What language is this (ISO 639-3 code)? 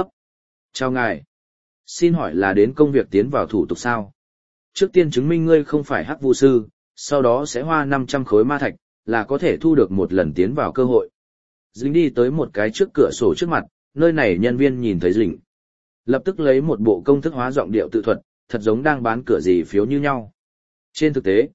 vie